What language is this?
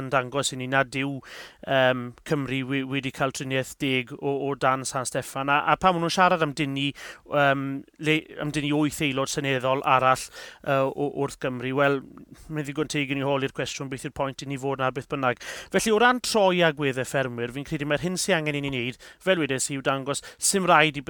Welsh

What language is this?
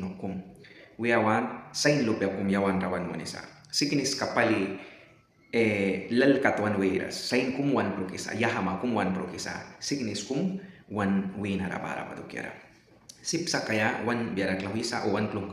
Mískito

